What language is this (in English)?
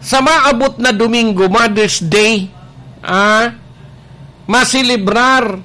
Bikol